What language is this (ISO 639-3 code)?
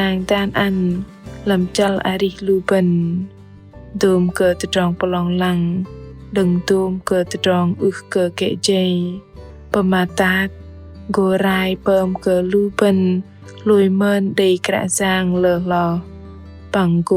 bdq